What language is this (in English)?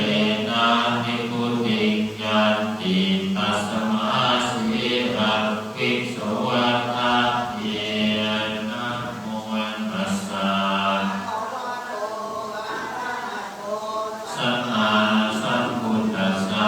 Pali